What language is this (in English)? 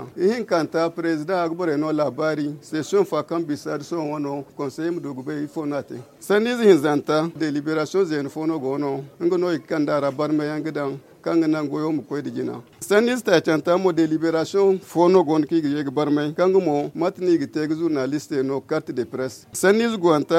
Zarma